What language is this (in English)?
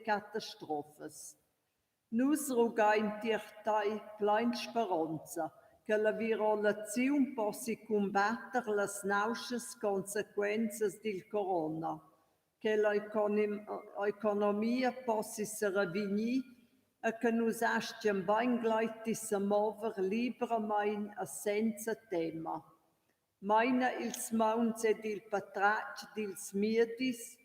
Romansh